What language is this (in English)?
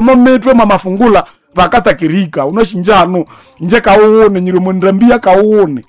Nande